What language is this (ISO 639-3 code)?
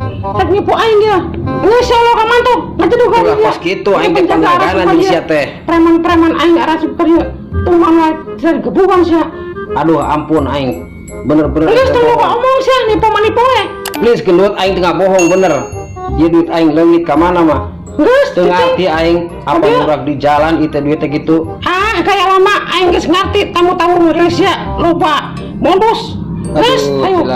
sun